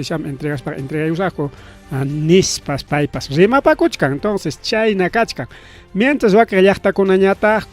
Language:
Ayacucho Quechua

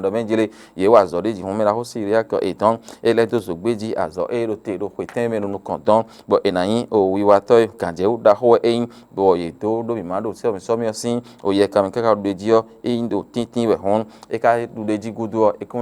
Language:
Fon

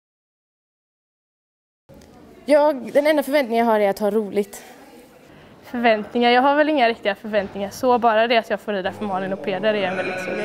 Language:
Swedish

